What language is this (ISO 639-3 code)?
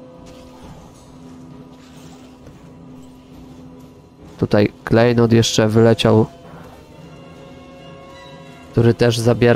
pol